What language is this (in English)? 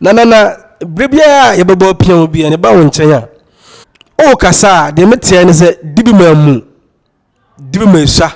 Akan